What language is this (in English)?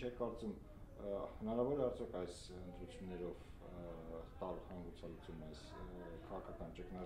Armenian